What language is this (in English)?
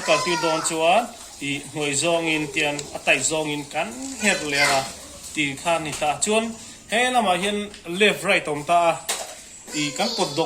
Mizo